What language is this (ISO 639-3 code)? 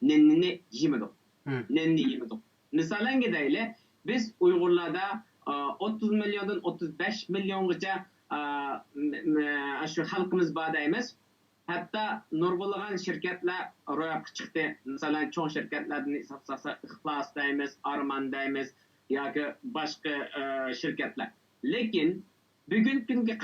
uig